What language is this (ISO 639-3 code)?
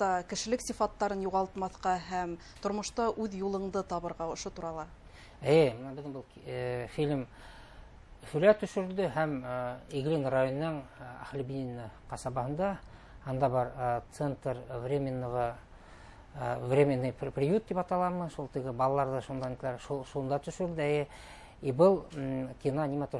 bak